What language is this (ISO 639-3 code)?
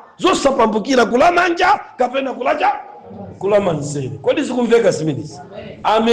nya